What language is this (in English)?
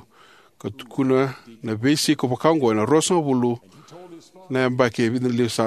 Fijian